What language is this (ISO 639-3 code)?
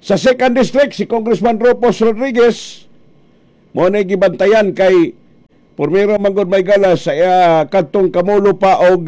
ceb